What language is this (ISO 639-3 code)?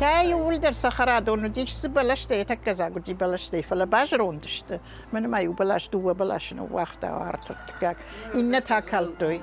oss